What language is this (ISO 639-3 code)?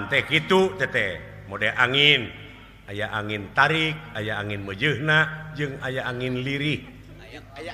sun